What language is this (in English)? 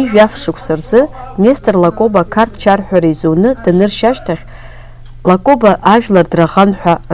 Abkhazian